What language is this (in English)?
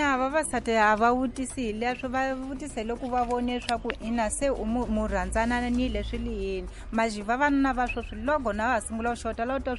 Tsonga